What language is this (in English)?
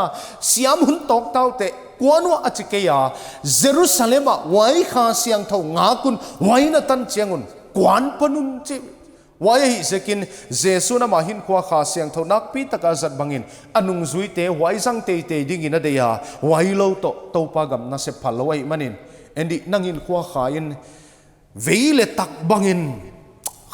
Paite Chin